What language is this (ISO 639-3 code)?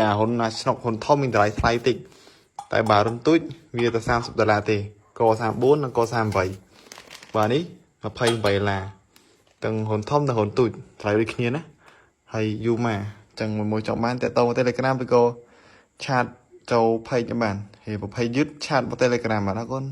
khm